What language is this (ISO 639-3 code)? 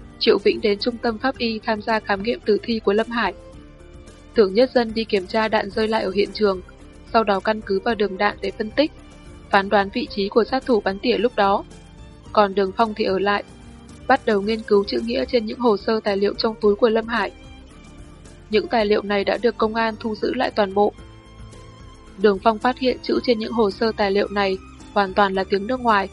vie